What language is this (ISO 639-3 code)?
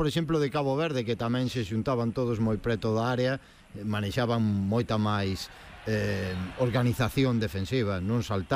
glg